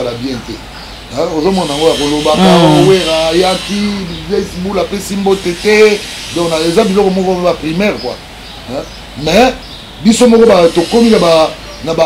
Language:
Lingala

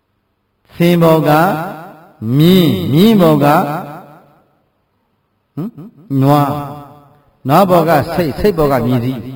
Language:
Burmese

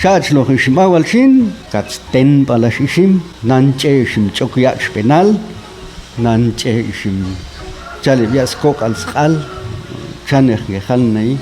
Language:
Popti'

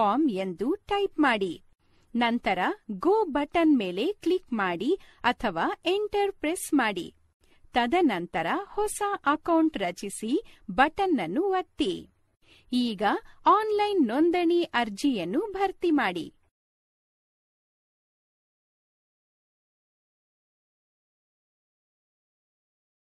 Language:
Kannada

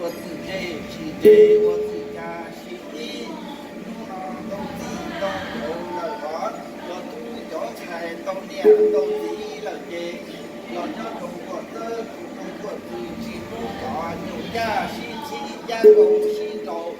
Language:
Hmong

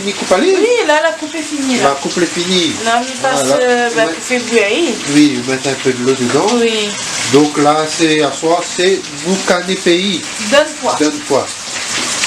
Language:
Réunion Creole French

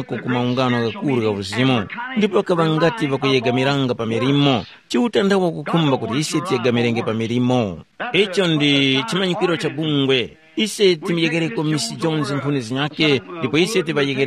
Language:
Tumbuka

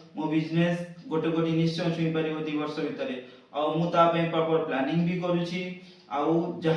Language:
Odia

